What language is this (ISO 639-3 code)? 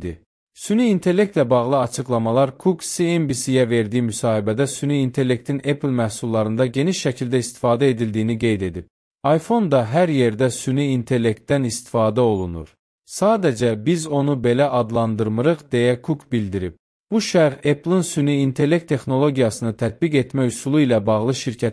aze